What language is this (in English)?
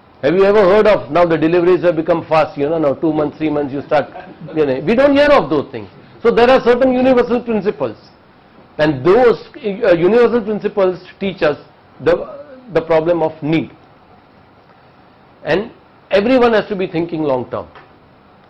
English